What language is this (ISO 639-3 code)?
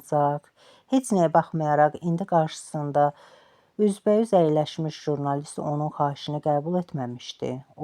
aze